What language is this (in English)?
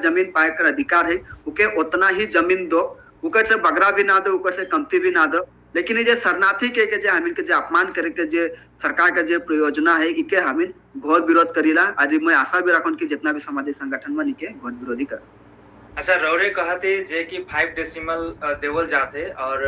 Sadri